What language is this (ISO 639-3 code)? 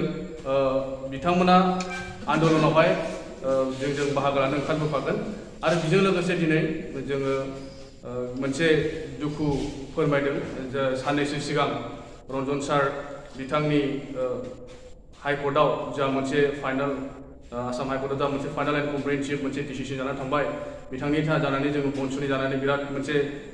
brx